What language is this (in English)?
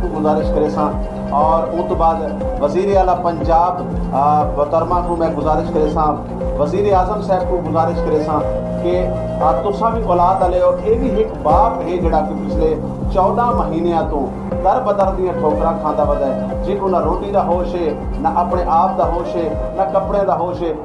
Saraiki